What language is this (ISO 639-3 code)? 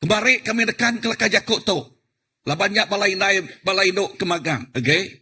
iba